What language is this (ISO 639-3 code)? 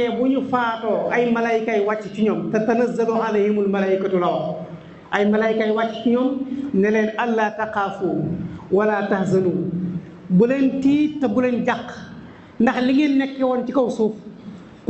wol